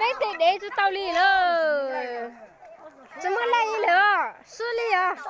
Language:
Hmong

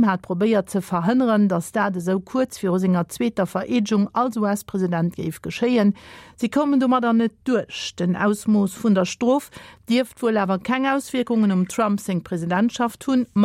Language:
Luxembourgish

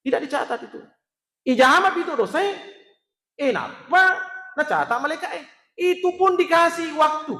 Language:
Buginese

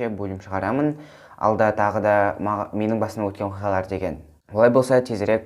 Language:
Kazakh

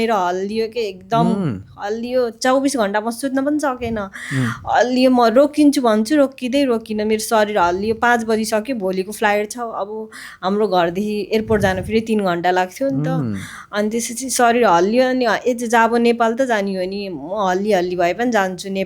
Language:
Nepali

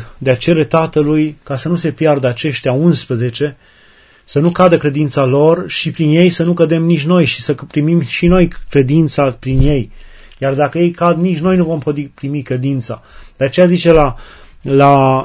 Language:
Romanian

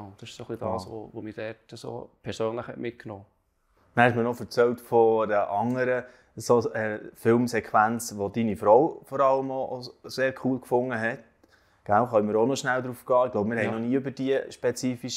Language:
Swiss German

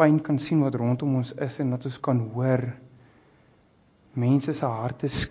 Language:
Afrikaans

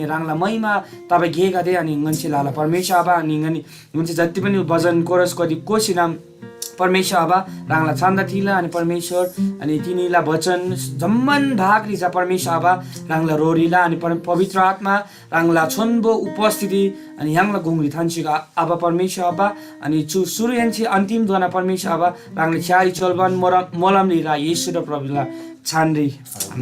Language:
Eastern Tamang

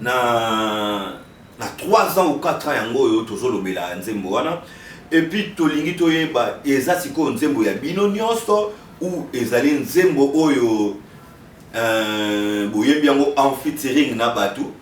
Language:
Lingala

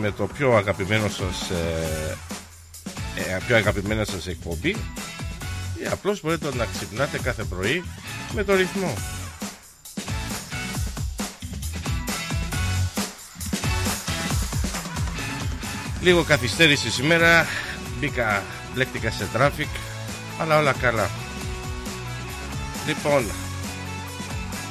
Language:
Greek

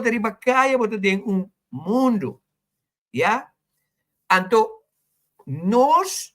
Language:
Papiamento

